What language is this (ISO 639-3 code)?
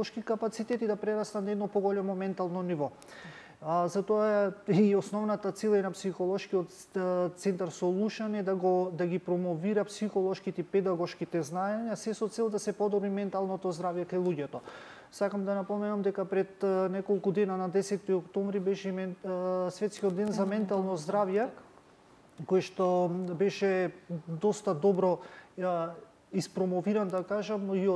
mkd